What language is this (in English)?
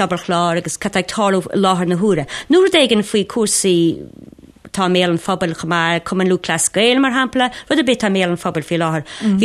Irish